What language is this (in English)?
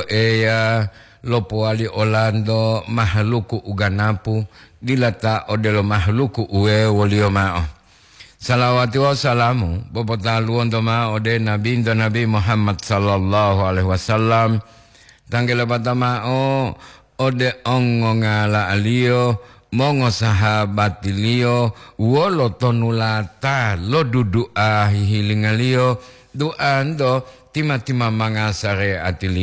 Gorontalo